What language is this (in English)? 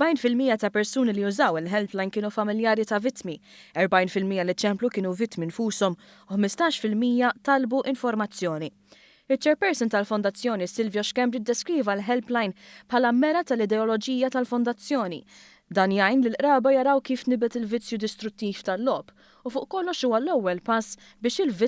Maltese